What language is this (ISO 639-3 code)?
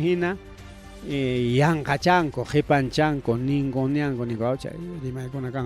quy